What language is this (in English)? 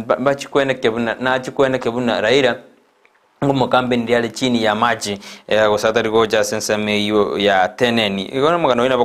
Gusii